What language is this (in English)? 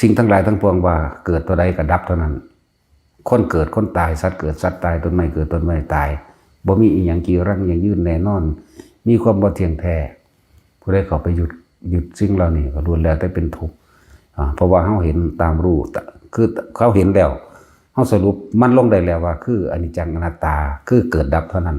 Northeastern Thai